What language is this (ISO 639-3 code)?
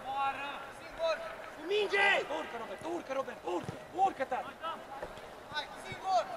ron